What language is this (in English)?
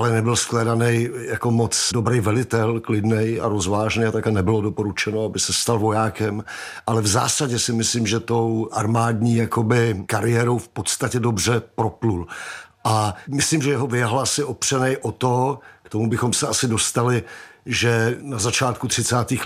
Czech